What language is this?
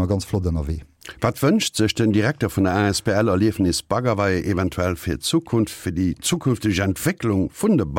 Luxembourgish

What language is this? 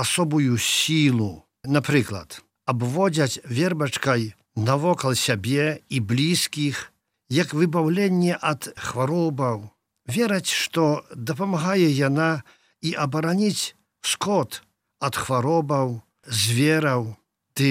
Belarusian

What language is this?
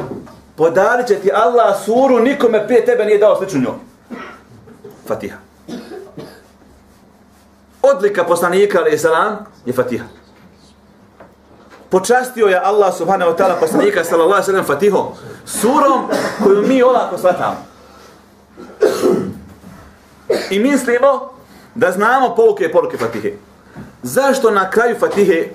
Bosnian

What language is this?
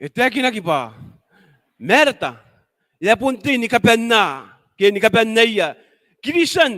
Gilbertese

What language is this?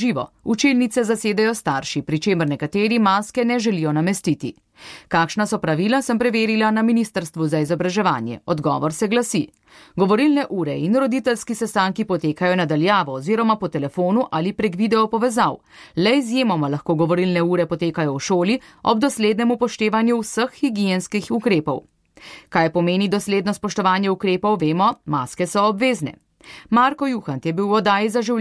Slovenian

